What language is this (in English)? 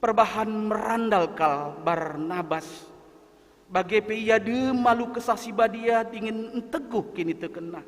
Batak Karo